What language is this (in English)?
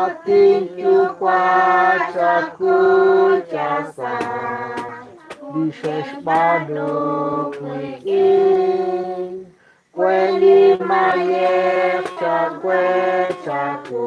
Kekchí